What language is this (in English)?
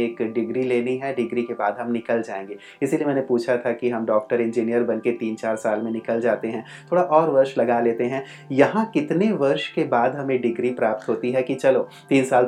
Hindi